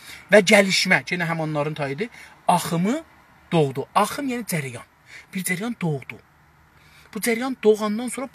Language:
South Azerbaijani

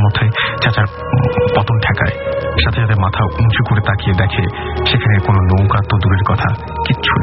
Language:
Bangla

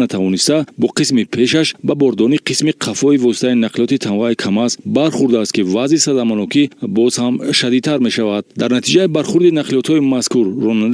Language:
Tajik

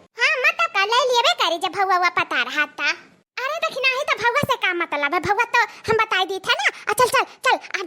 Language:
Awadhi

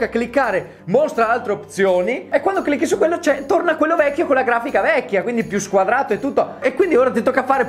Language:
Italian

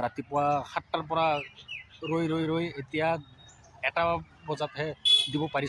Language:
Assamese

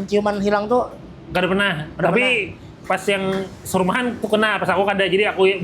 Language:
Banjar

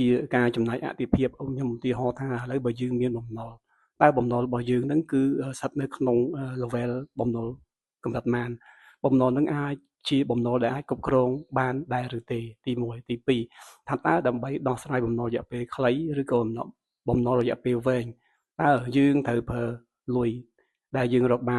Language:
Khmer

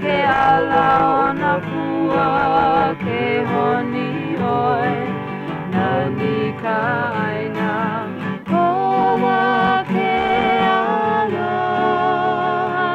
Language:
Hawaiian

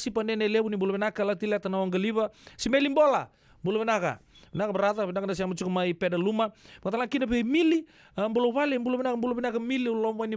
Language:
Fijian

